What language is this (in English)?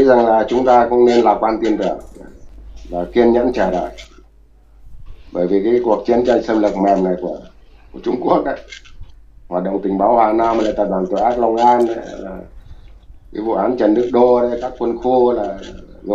Vietnamese